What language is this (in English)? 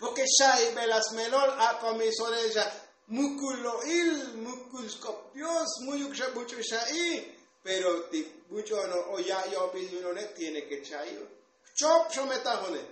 Tzotzil